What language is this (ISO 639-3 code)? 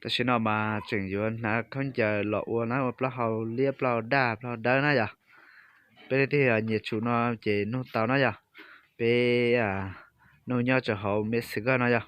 hmn